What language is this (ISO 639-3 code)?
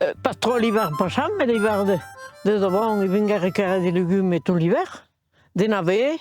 oci